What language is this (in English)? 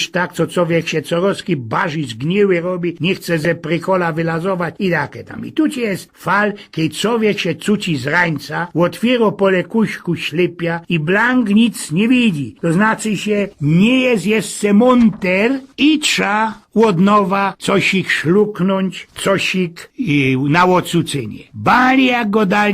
Silesian